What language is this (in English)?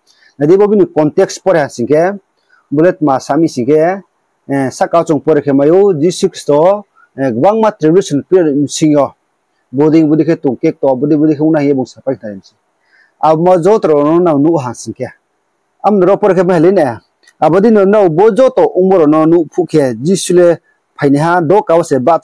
Riang (India)